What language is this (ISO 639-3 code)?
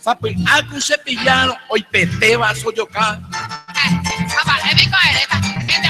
grn